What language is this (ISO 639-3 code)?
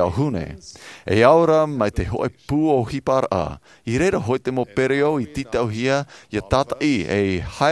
tah